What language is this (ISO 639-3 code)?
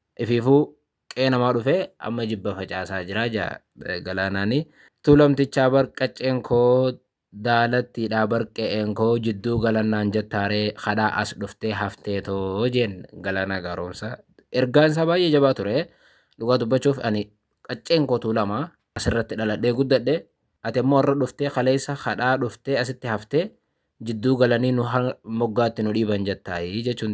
orm